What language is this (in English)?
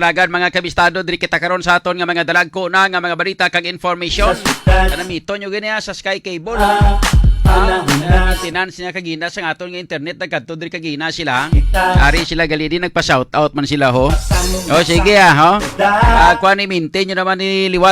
Hiligaynon